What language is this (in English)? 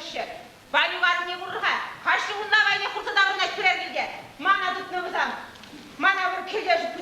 Chuvash